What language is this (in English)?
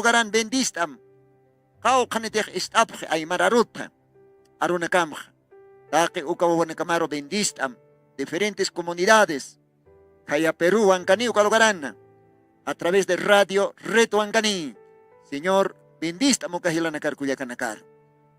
Aymara